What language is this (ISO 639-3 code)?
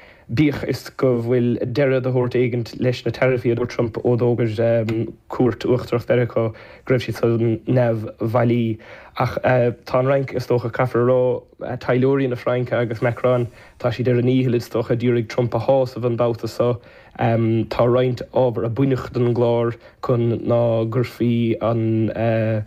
gle